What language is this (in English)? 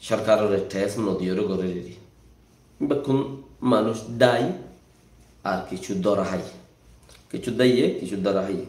Rohingya